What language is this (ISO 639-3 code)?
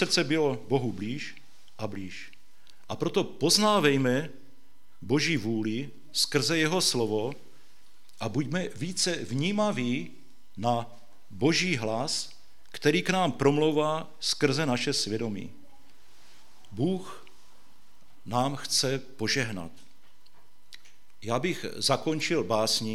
ces